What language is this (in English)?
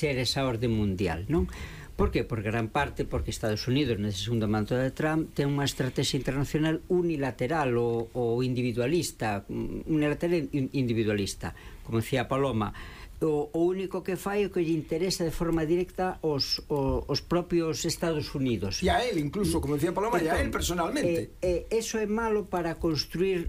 Galician